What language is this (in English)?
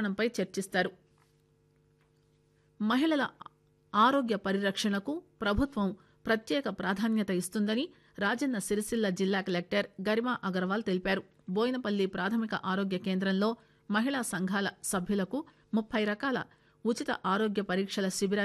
Telugu